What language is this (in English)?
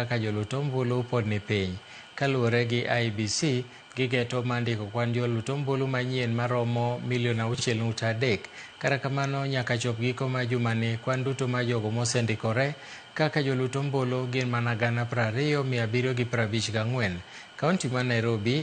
Luo (Kenya and Tanzania)